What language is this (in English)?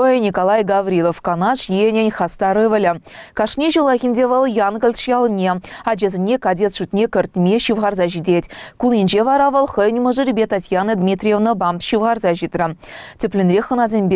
Chuvash